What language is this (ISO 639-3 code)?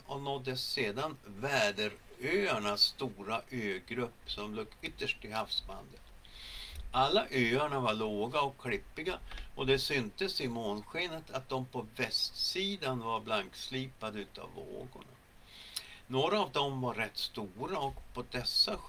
swe